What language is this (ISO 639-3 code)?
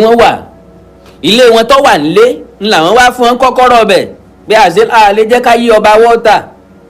yor